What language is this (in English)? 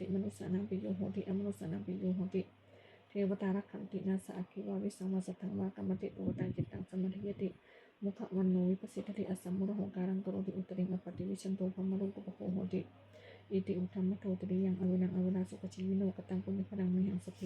Pali